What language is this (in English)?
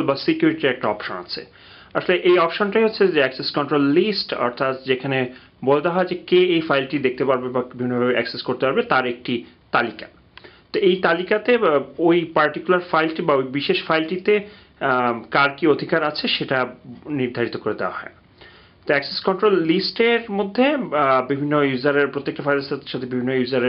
Bangla